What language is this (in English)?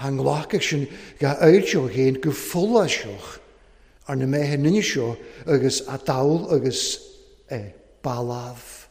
Welsh